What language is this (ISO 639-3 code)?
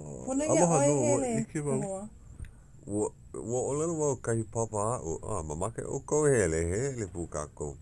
haw